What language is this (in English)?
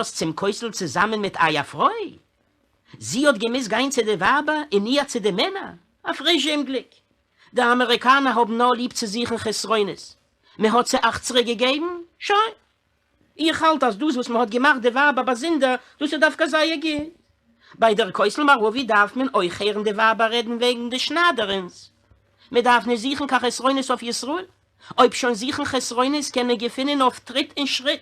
Yiddish